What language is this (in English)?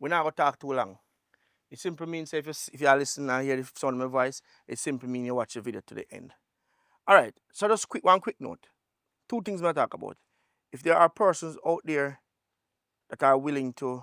Jamaican Creole English